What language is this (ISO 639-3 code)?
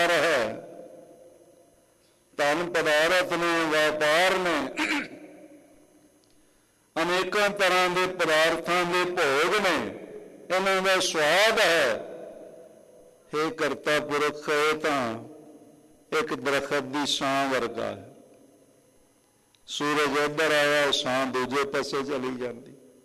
pan